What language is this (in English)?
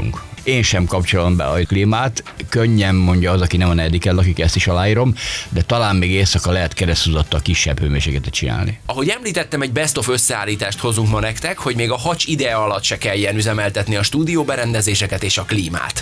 Hungarian